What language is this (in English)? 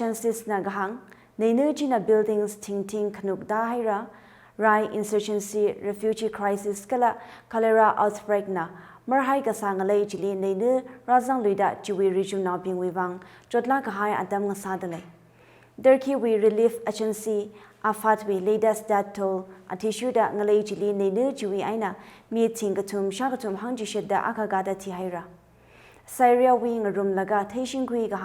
Tangkhul Naga (India)